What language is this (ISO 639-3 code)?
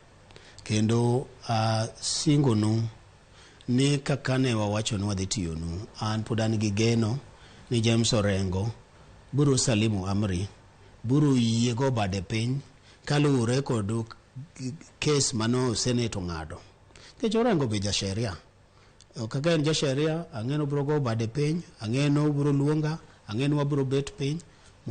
luo